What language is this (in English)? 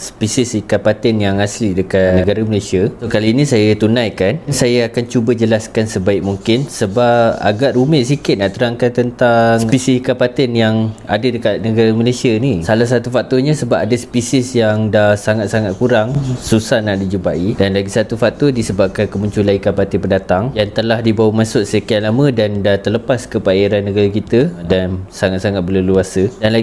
Malay